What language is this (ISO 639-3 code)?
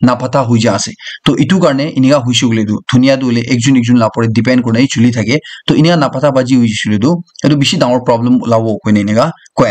nag